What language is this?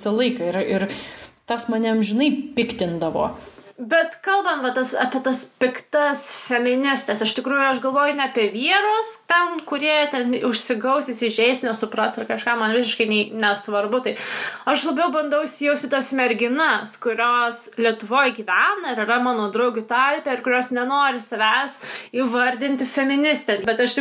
Lithuanian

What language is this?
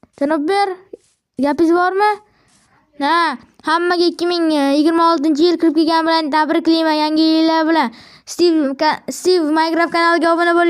Uzbek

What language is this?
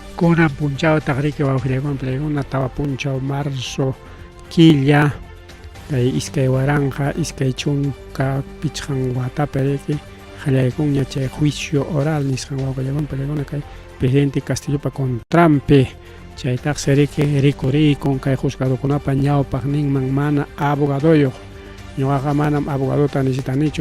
Ayacucho Quechua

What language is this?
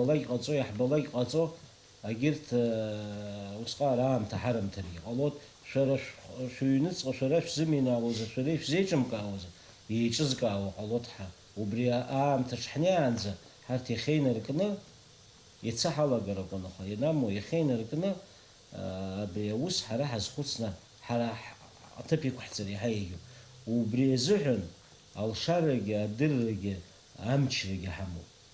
Abkhazian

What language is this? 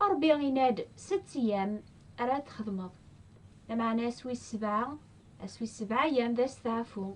Kabyle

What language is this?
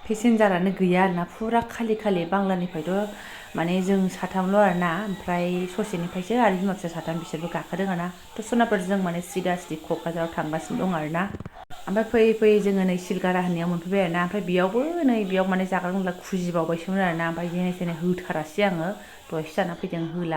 Bodo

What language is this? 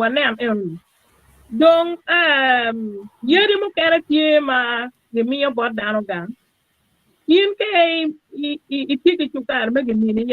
Acoli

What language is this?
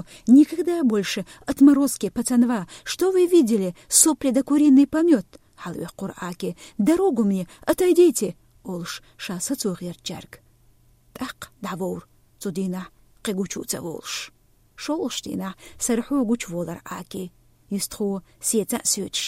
Chechen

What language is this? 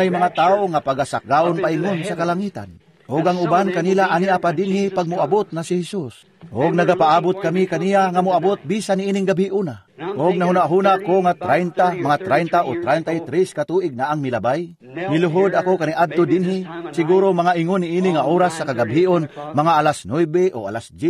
Cebuano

